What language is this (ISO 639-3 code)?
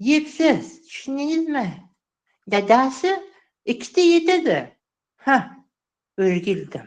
uzb